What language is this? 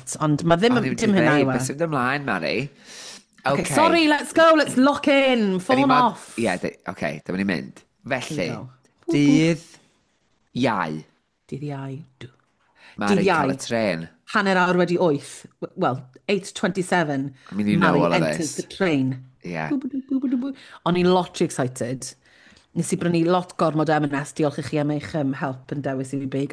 Welsh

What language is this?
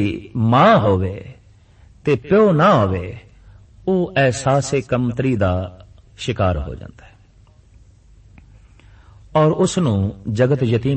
Punjabi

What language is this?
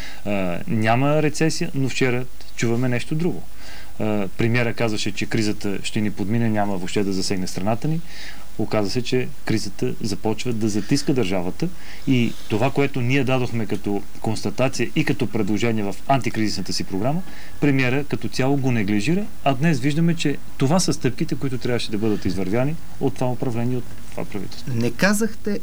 Bulgarian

